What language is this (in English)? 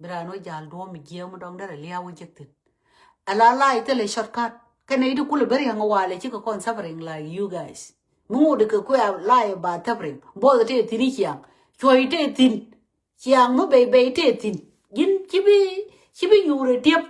Nuer